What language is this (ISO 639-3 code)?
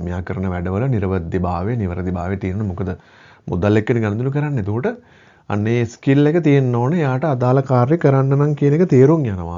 sin